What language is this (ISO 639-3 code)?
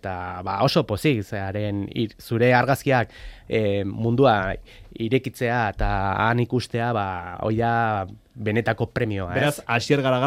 eus